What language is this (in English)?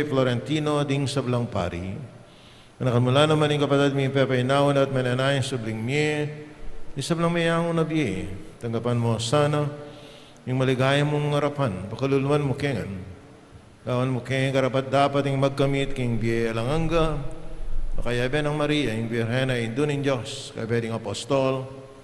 Pampanga